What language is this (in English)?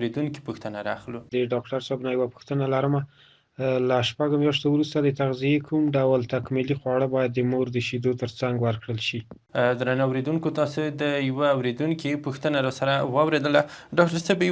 Pashto